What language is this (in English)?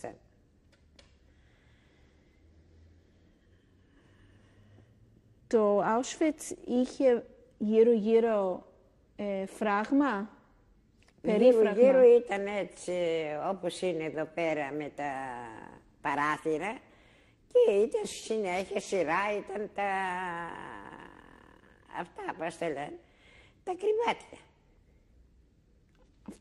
Greek